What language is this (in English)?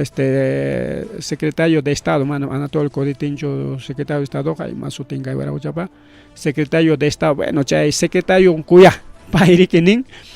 Ayacucho Quechua